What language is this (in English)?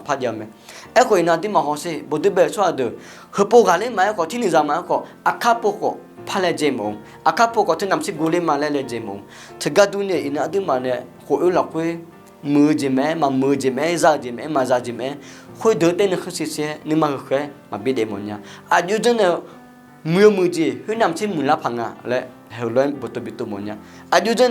Akha